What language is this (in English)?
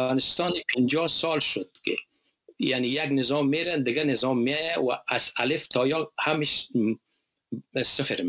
Persian